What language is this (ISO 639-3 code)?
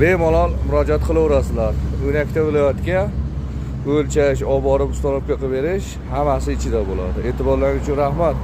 uzb